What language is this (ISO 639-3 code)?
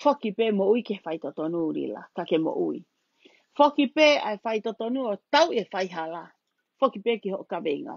ton